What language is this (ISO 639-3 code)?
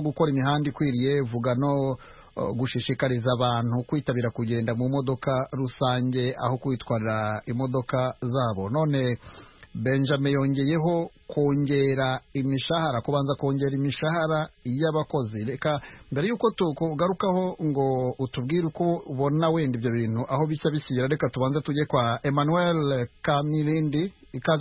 kin